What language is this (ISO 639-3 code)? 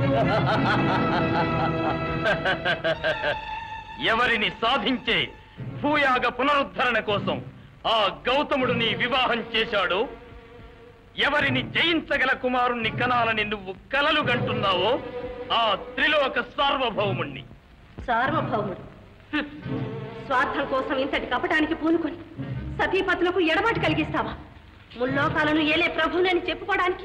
tel